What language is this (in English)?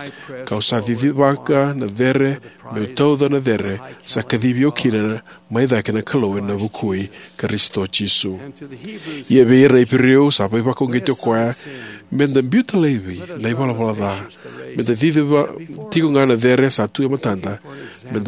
Fijian